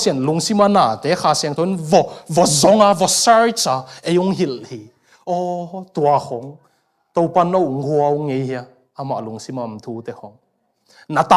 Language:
Tedim Chin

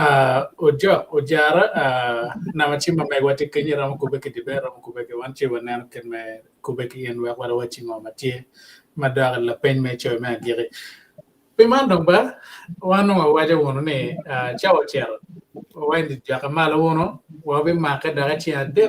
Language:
Acoli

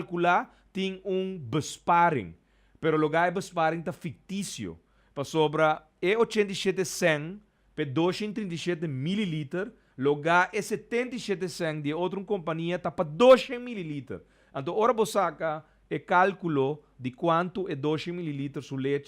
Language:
Papiamento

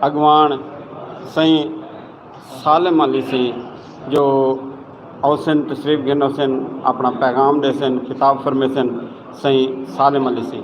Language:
Saraiki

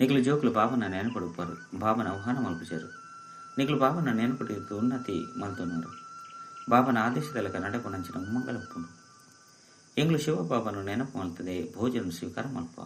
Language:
Tulu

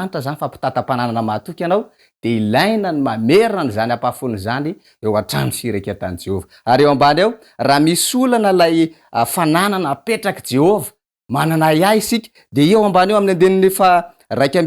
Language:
Malagasy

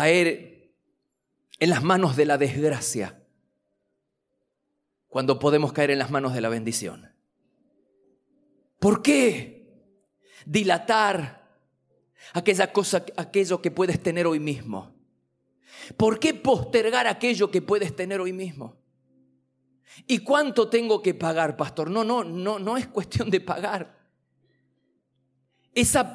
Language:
Spanish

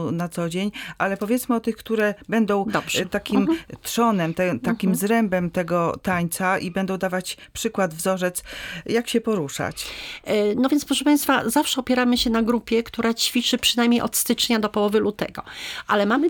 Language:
Polish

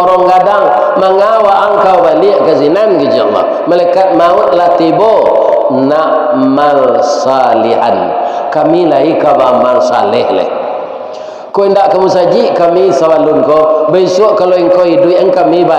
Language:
Minangkabau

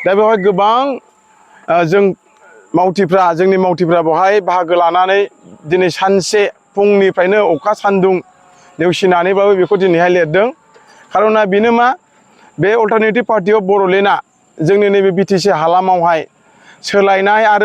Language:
Bodo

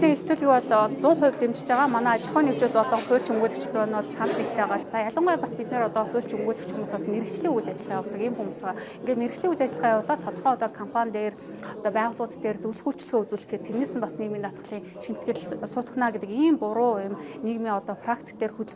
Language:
Mongolian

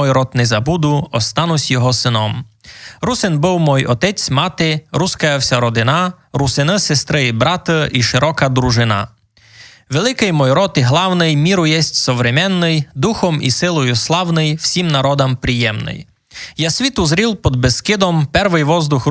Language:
Rusyn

